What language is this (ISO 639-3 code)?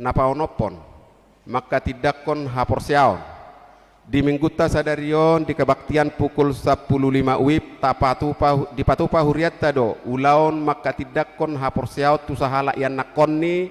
bbc